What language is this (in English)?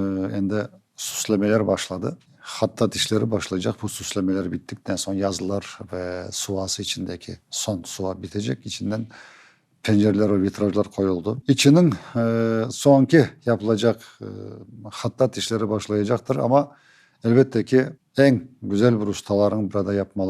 Crimean Tatar